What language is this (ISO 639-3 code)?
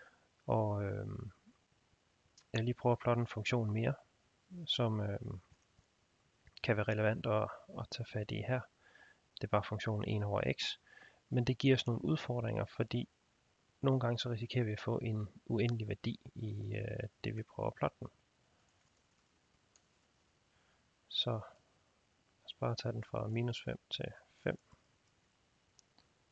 dan